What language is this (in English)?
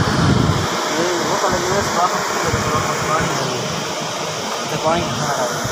Hindi